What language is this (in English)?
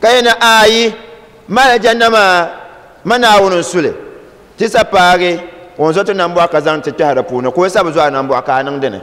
Dagbani